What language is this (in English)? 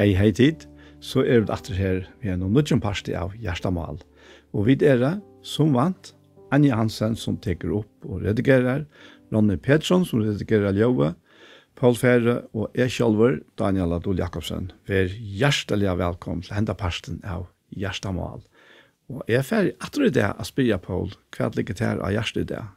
Faroese